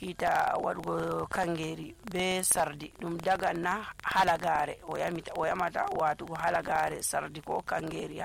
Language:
Nigerian Fulfulde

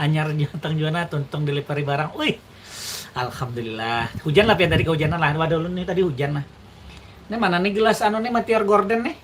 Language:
Banjar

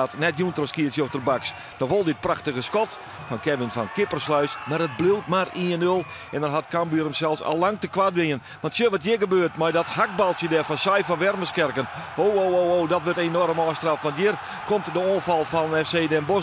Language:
Western Frisian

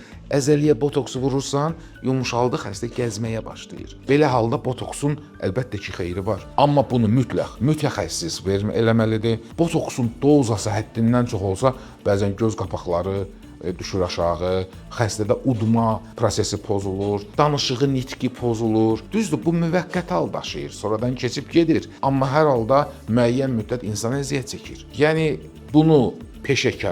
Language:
Azerbaijani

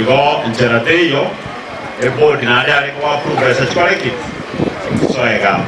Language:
Gusii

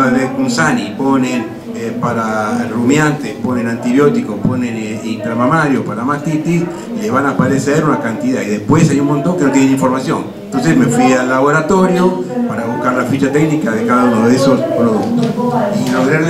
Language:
Spanish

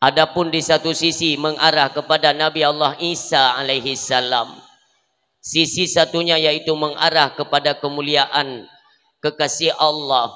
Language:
Achinese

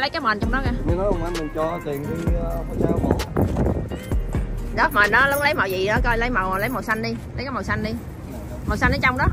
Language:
Vietnamese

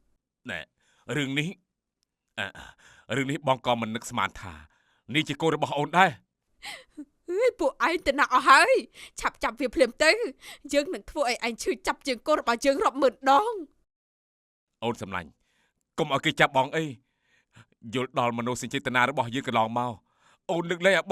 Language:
Khmer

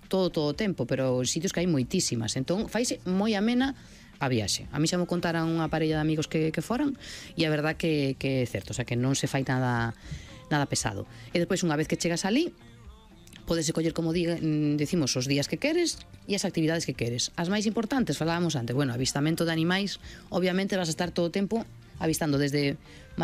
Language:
Galician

